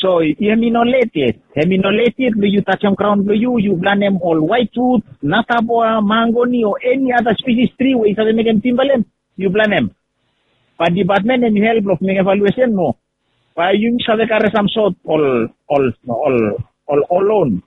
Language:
Bislama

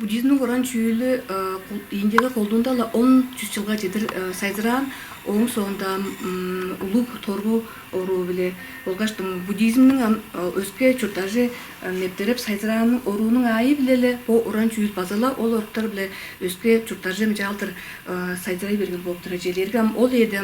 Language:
Tuvinian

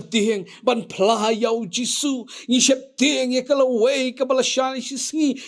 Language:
Khasi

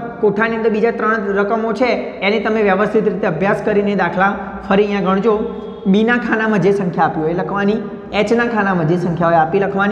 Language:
Gujarati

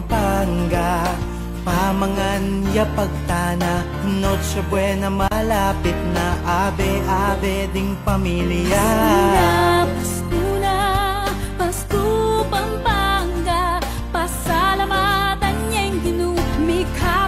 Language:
Pampanga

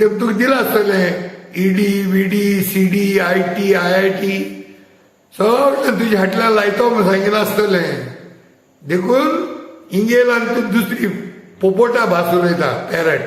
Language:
Konkani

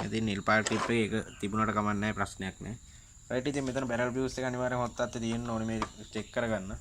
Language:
Sinhala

